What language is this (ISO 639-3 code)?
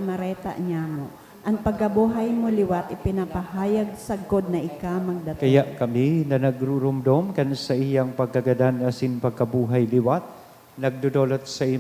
bik